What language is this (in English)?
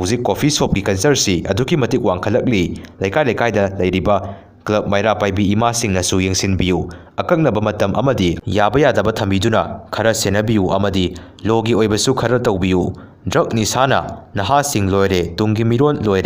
Manipuri